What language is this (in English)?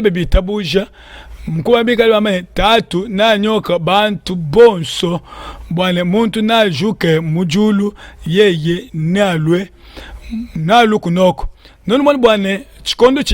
Luba-Lulua